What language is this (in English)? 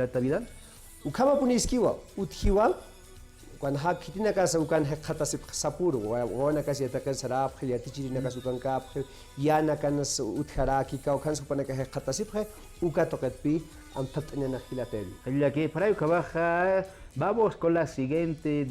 Aymara